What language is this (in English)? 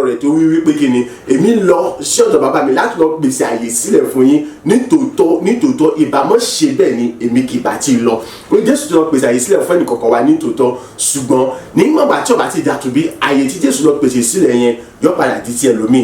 Yoruba